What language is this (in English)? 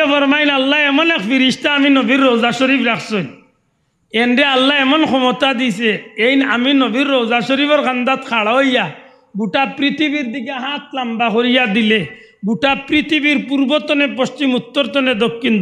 Sylheti